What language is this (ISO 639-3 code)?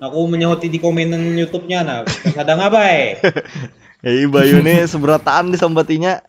bjn